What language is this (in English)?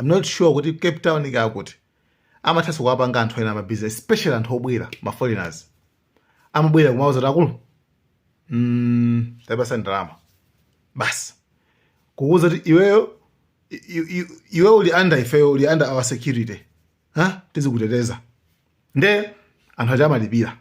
Nyanja